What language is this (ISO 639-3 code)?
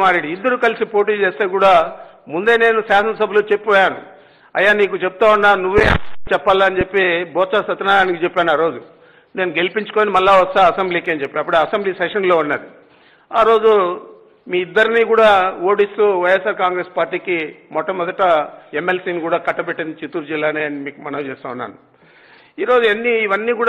tel